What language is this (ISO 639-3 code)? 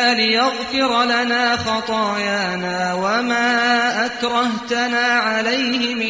ara